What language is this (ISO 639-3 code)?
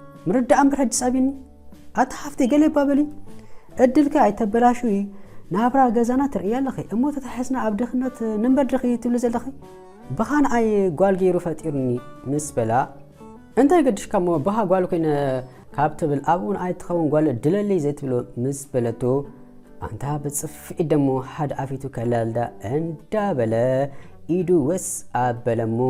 tir